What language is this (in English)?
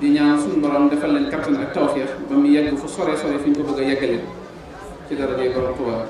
Wolof